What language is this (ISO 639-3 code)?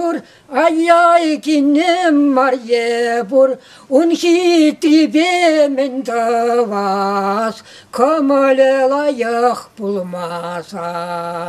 chv